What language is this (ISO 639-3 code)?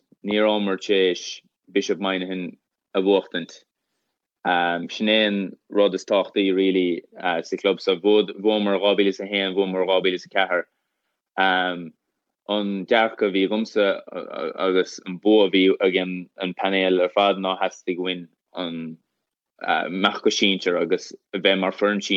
gle